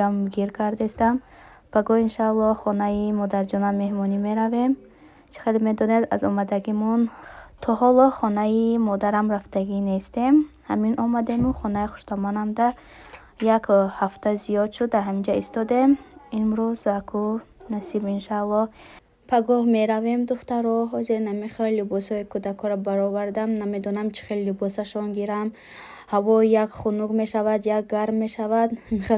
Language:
Tajik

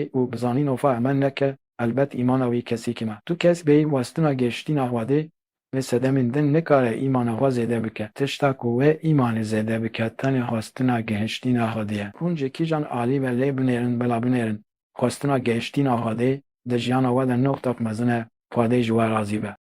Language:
Kurdish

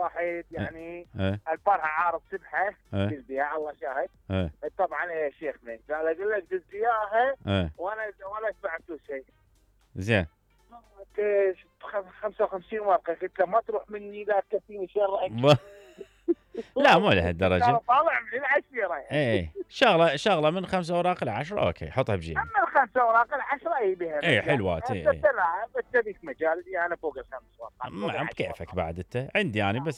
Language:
Mesopotamian Arabic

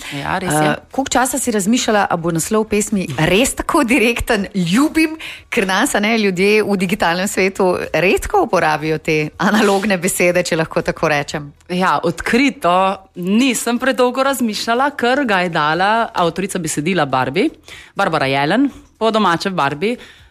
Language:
Slovenian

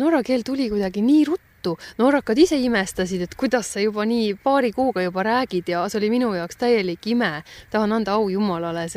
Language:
Estonian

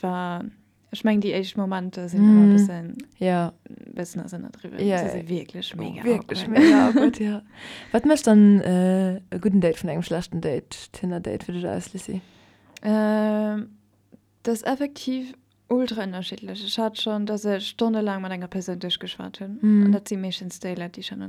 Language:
Luxembourgish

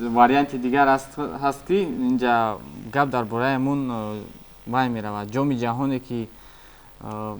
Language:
Tajik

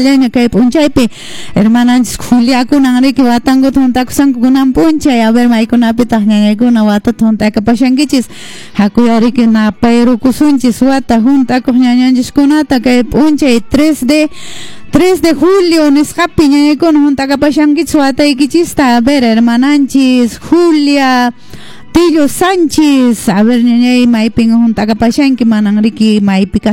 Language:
Quechua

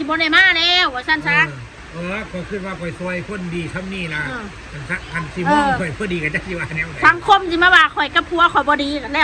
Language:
Northeastern Thai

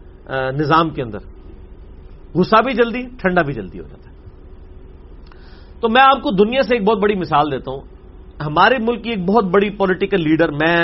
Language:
Urdu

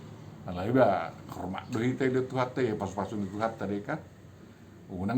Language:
Batak Toba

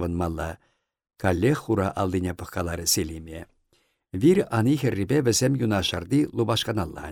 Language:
Chuvash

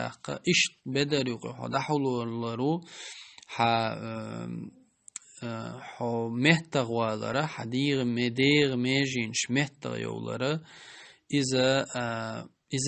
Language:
Chechen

